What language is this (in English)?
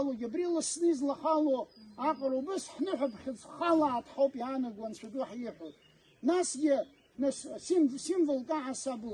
Abkhazian